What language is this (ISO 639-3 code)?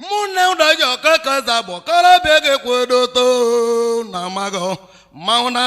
ibo